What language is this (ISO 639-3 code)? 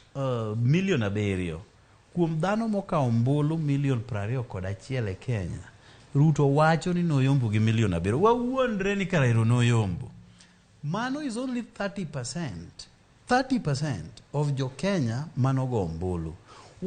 luo